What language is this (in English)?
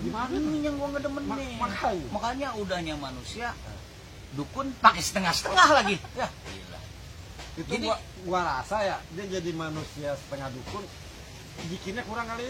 Betawi